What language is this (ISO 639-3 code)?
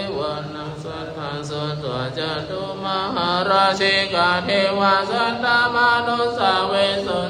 pli